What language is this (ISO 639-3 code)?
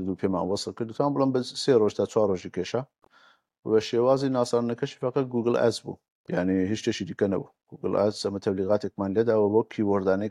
ckb